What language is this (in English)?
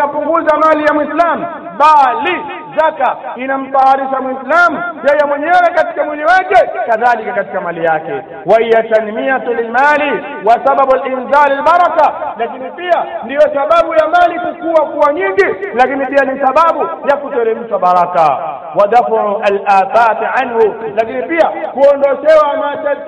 Swahili